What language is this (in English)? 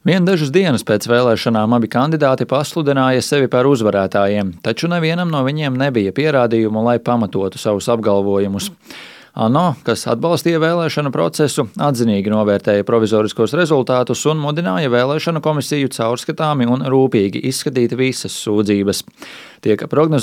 Latvian